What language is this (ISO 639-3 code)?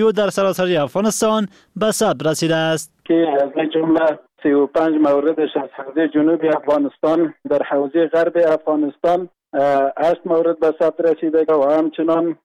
fas